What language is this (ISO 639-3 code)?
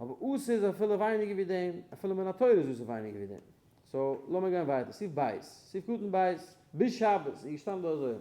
yid